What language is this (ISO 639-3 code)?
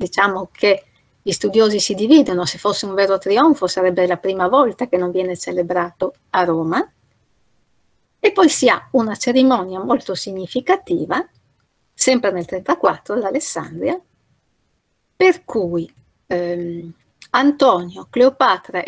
ita